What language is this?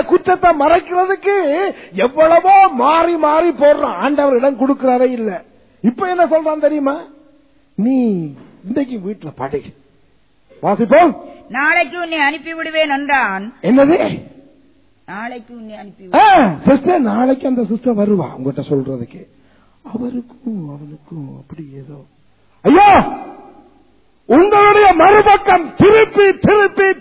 Tamil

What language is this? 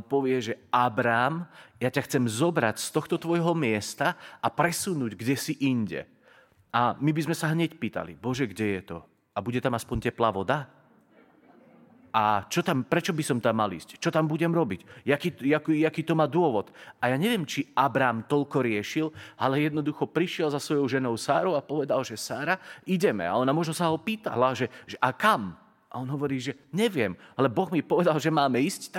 Slovak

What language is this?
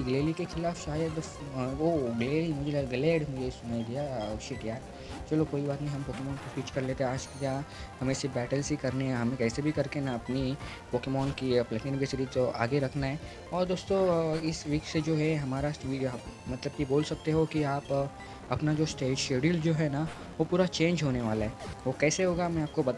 Hindi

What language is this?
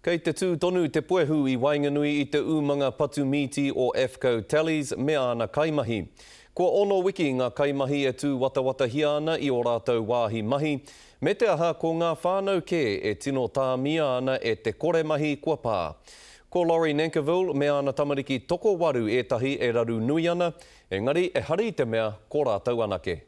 Māori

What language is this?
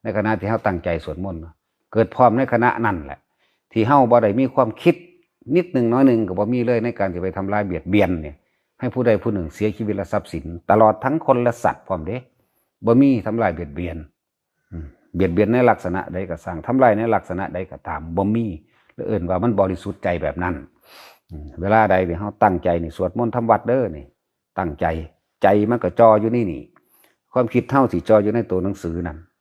Lao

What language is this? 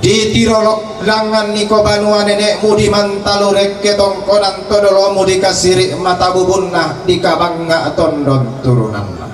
Toraja-Sa'dan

